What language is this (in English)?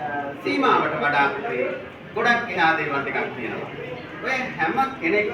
Sinhala